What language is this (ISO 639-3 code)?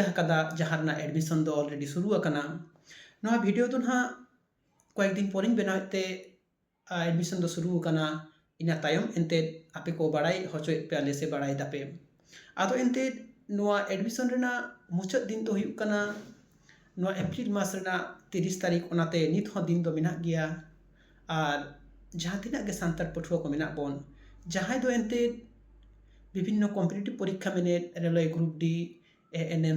sat